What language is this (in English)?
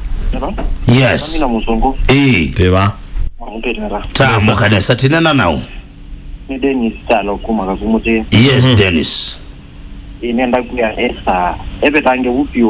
Kamba